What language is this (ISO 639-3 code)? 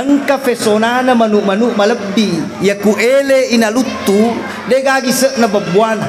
bug